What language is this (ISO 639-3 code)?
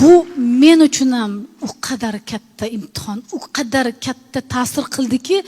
uzb